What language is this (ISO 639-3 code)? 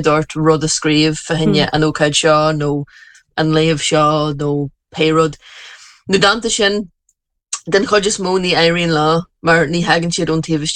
gle